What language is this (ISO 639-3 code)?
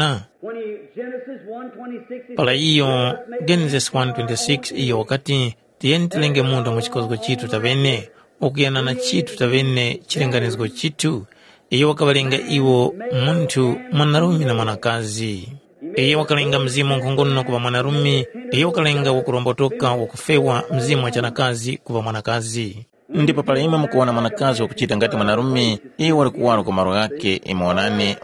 tum